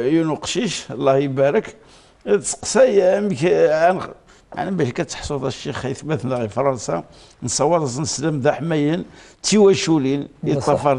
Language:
Kabyle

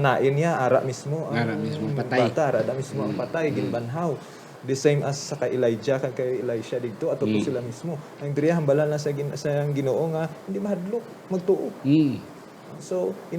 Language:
Hiligaynon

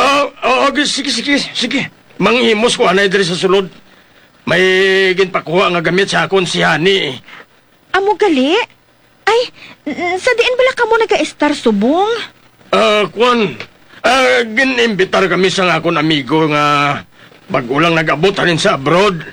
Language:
Hiligaynon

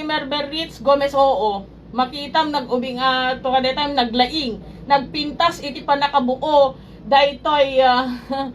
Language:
Iloko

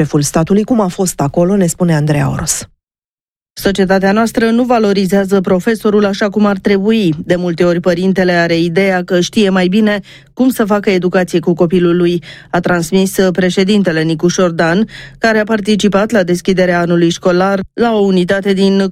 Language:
Romanian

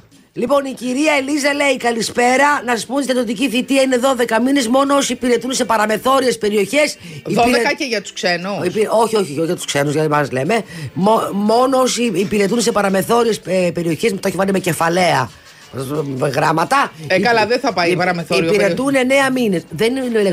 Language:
Greek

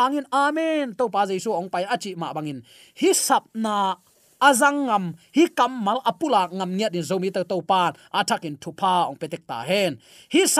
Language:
Tedim Chin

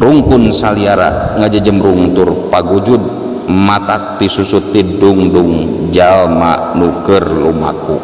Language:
Sundanese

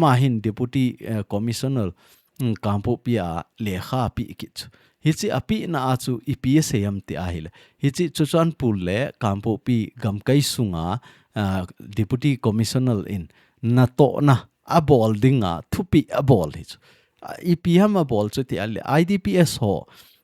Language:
Thado Chin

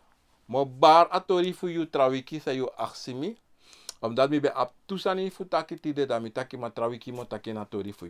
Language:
Sranan Tongo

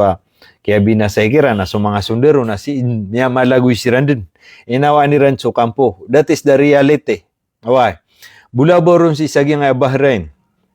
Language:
Maranao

